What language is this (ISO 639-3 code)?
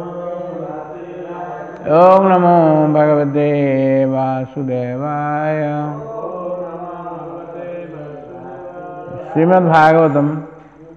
ori